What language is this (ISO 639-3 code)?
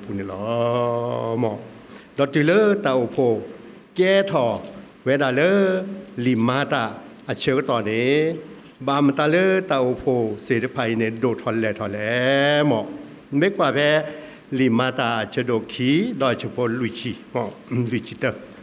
ksw